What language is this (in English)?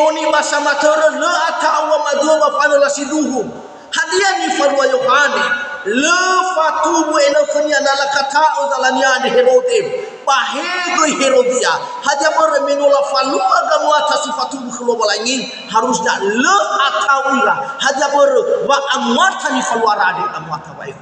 Nias